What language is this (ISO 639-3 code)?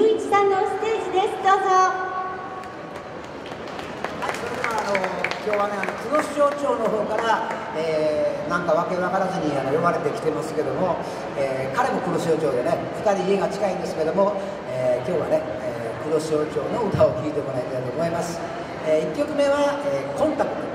jpn